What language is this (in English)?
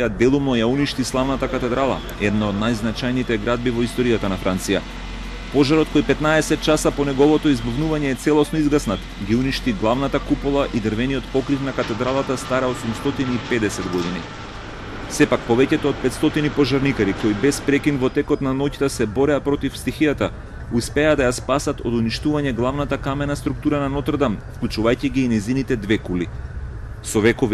Macedonian